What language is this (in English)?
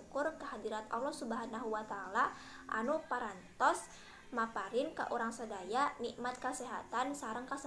Sundanese